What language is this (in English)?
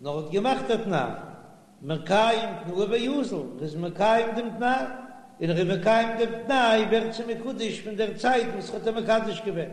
Yiddish